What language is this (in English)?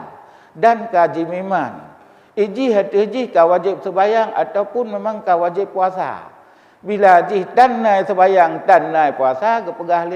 Achinese